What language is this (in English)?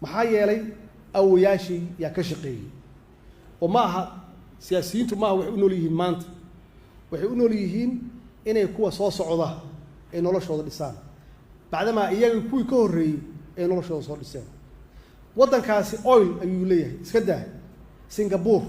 Somali